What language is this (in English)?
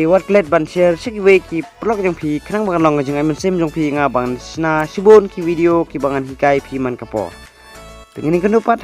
Khasi